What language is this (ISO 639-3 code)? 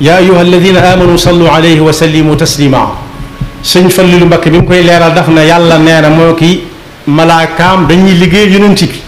wol